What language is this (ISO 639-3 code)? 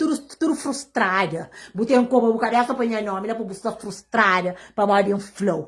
kea